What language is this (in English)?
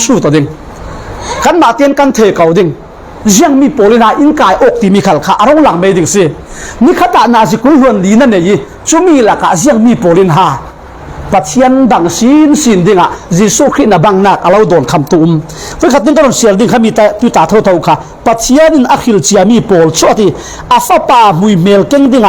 Falam Chin